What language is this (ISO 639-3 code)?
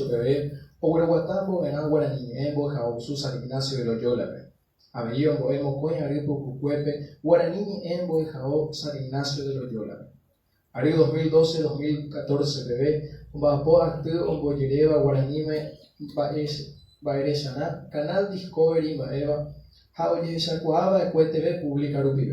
grn